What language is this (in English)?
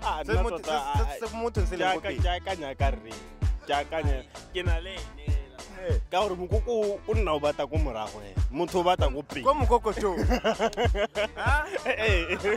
Tswana